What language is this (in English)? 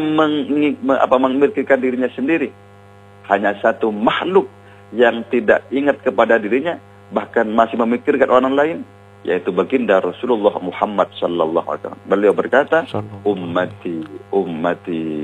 Indonesian